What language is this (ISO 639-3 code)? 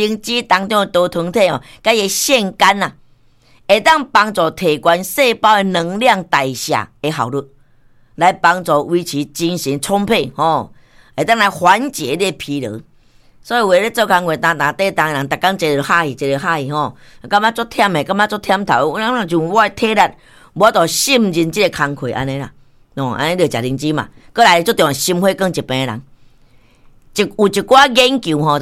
nan